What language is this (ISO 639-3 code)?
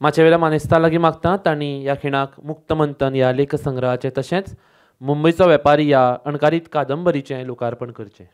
kok